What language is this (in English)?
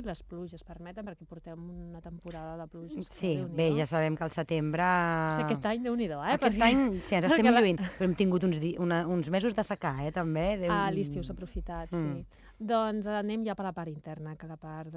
Catalan